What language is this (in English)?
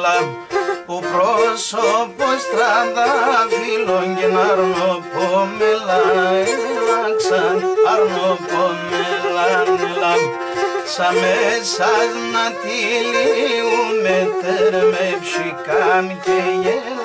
Greek